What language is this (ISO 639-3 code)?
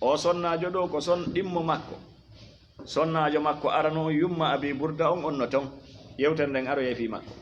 ful